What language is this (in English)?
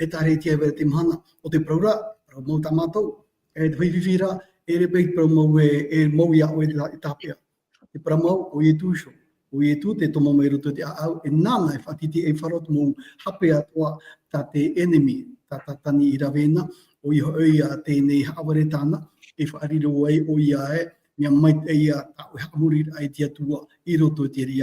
Tahitian